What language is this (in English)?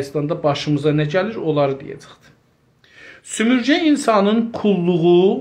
South Azerbaijani